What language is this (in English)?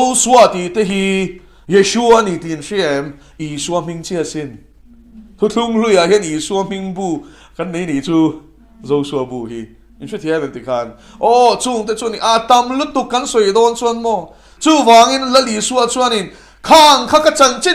Mizo